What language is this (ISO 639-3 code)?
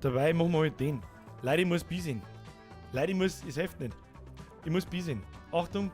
bar